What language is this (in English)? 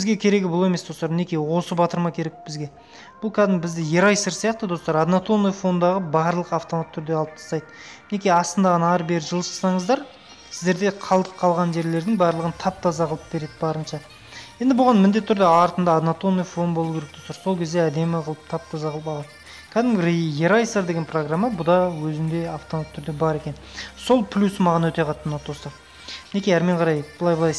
Kazakh